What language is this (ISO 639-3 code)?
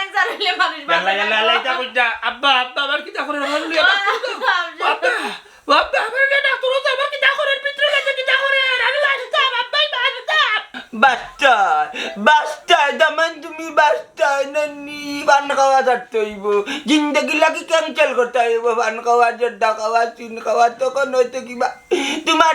syl